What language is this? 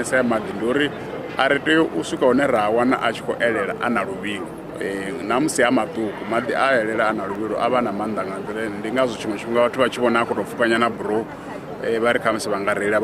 Venda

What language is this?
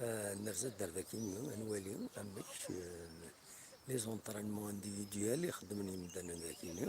Kabyle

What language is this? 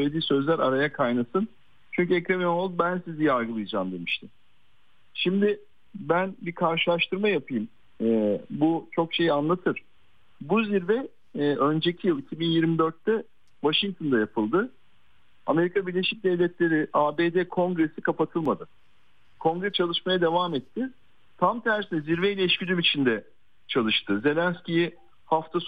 Turkish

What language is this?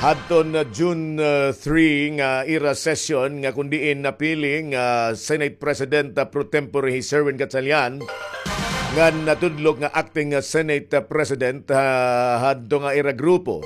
Waray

